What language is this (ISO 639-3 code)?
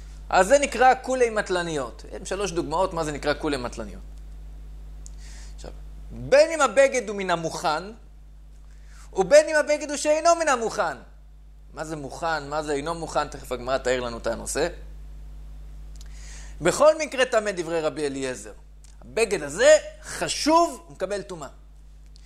heb